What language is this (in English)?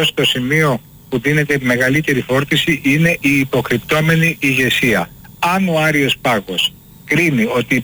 Greek